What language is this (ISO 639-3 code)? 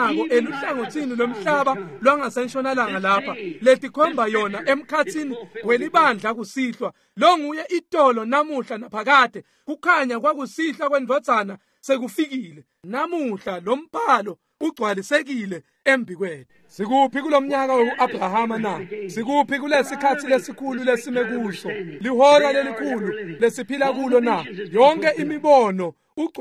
ssw